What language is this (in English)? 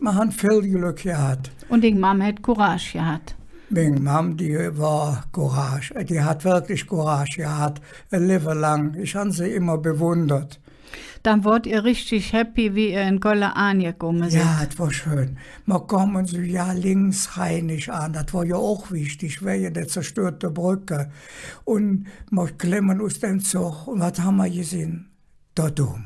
Colognian